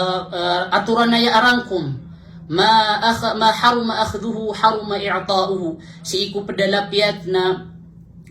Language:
Maranao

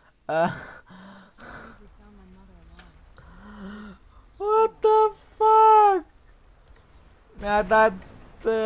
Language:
Romanian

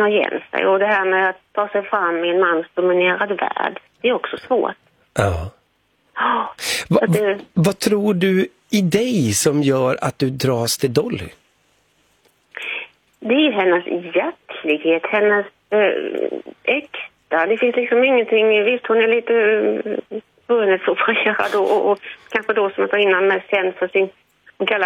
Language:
Swedish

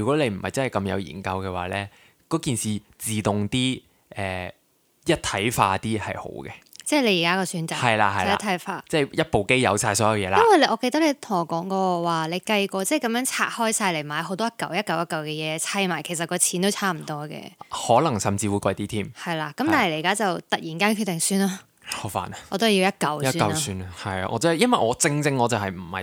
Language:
Cantonese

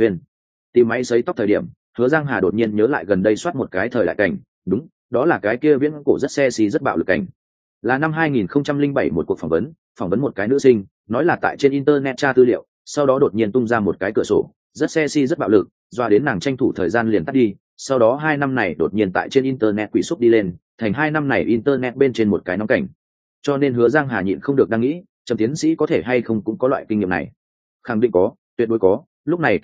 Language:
Vietnamese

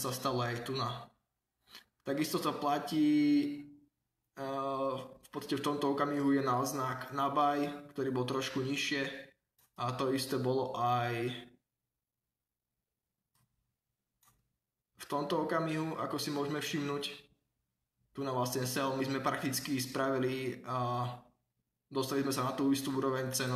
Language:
Slovak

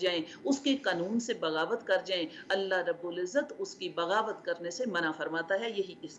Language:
Urdu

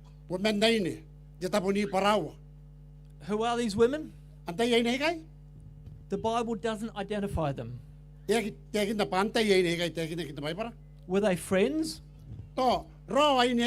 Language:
Gilbertese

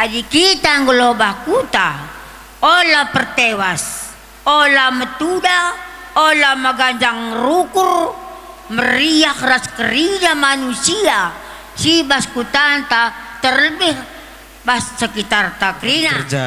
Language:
Batak Karo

